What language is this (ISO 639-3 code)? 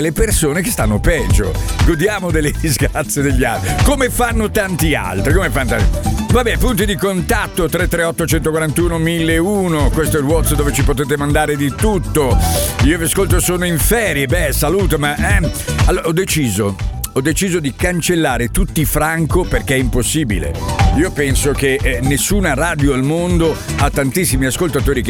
ita